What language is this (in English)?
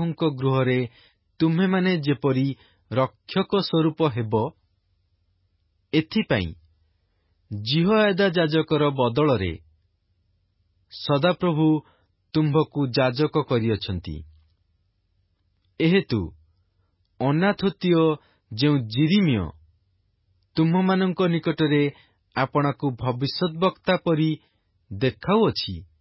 Odia